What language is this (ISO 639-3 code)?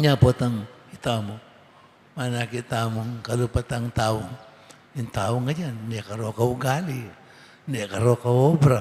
pam